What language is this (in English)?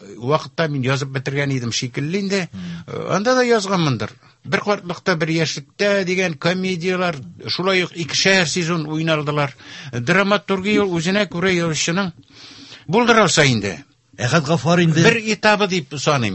Tatar